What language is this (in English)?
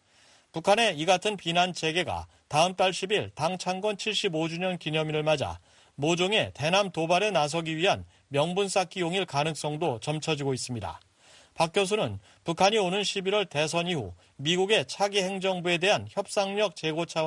Korean